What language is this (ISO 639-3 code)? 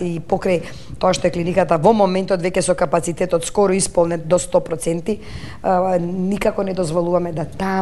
mkd